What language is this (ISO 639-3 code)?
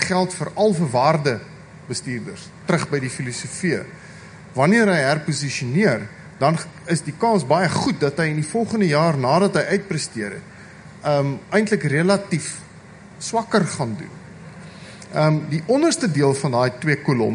afr